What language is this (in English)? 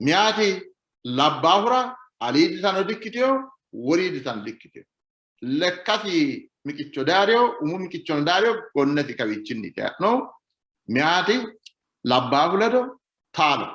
Sidamo